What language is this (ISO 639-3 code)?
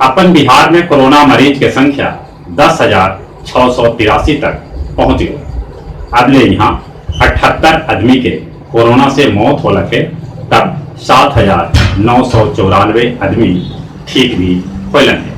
mag